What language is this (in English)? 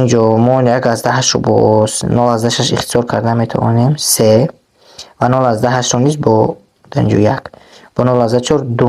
Tajik